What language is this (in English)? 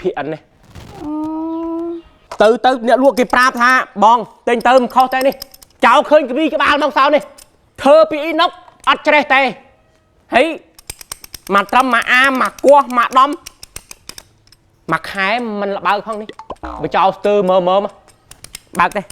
Khmer